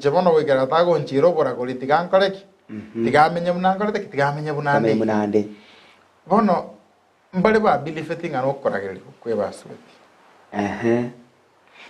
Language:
Gusii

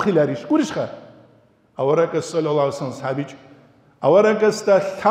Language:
Avaric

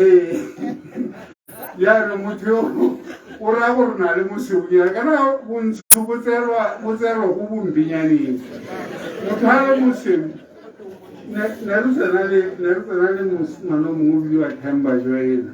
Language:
Tswana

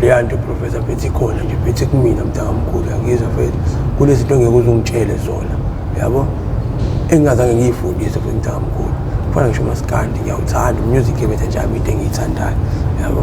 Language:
Zulu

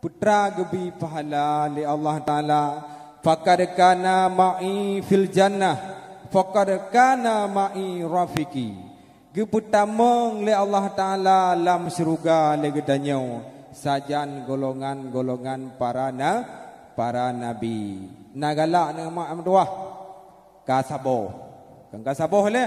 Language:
Achinese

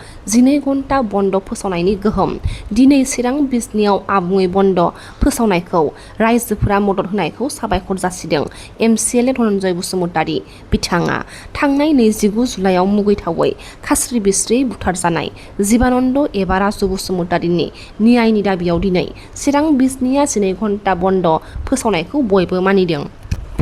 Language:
Bodo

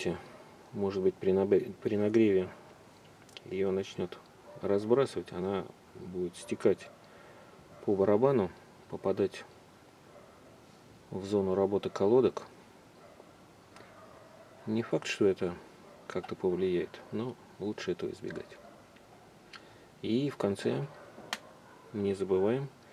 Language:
Russian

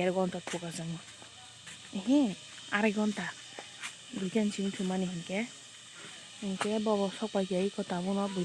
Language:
Kok Borok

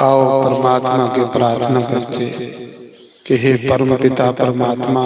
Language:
Dogri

